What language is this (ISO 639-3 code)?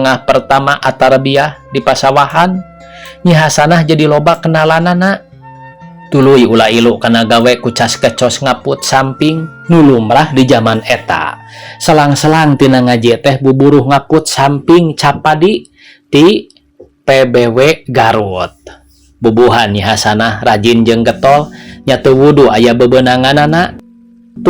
sun